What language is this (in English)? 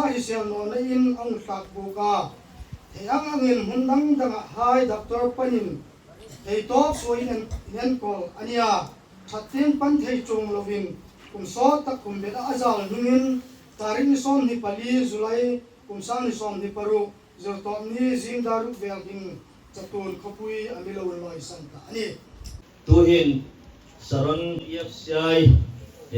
Hmar